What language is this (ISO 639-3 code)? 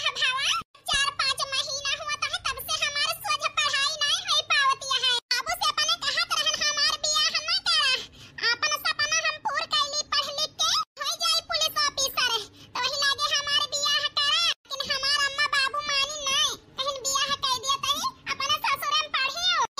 awa